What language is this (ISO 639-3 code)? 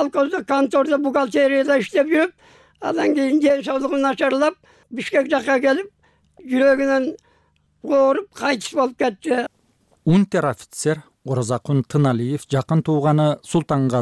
kir